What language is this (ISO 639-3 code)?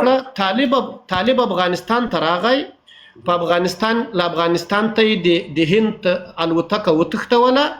pus